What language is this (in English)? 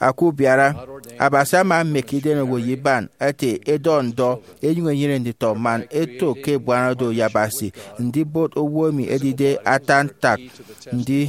Efik